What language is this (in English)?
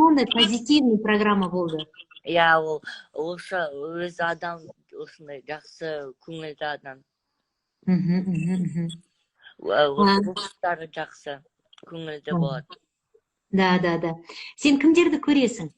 Kazakh